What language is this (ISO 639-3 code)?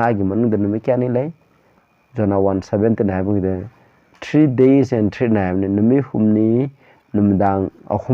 mni